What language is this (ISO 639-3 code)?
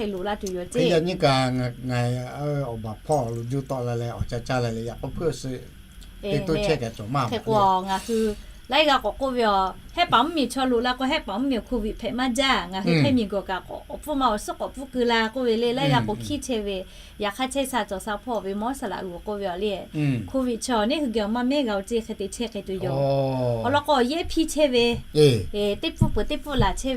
lhu